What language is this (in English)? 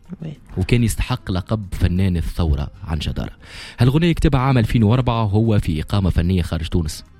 Tunisian Arabic